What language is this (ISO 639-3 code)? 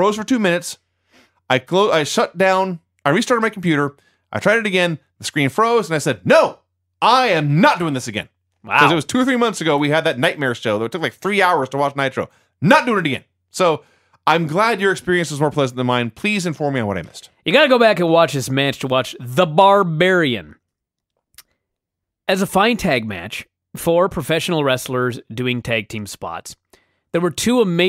eng